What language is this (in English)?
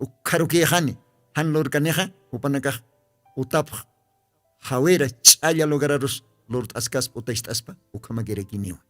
Aymara